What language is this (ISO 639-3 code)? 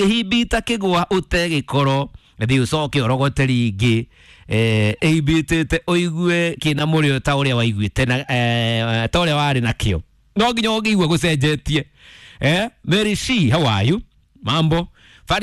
kik